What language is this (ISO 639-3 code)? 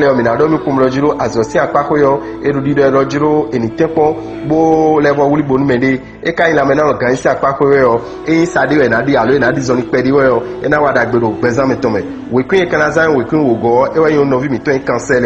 fon